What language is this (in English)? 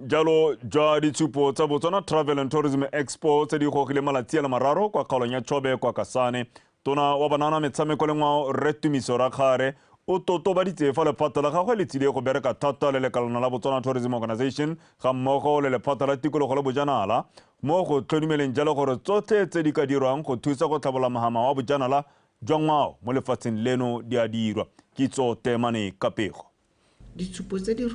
Tswana